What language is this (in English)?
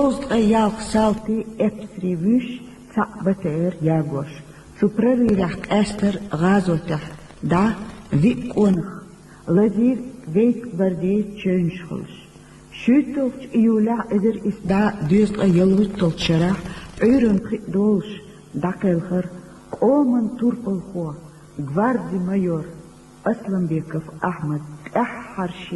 Chechen